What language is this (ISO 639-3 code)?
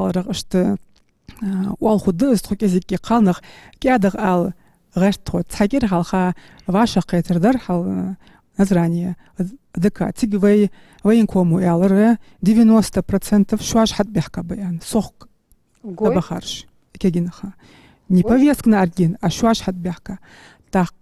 inh